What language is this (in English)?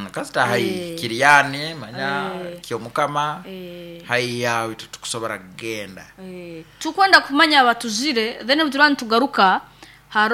Nyoro